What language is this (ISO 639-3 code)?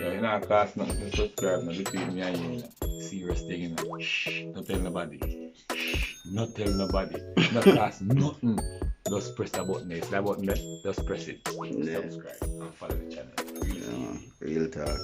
jam